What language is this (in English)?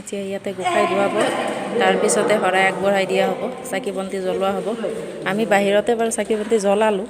Assamese